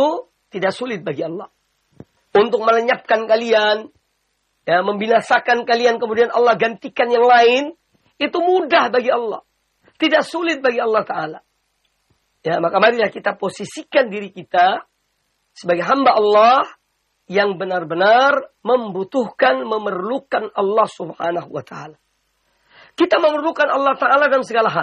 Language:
Indonesian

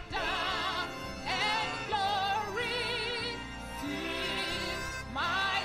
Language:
Ewe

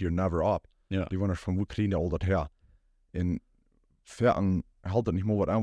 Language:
Plautdietsch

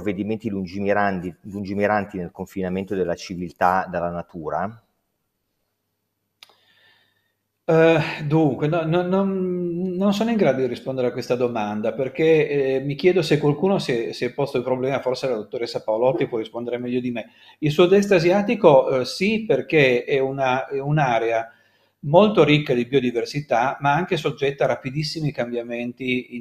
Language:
Italian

